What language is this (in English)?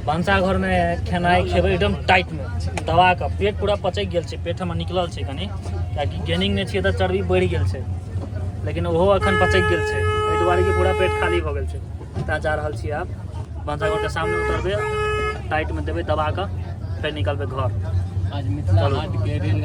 Maithili